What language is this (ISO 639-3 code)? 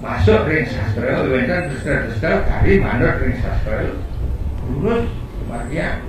ban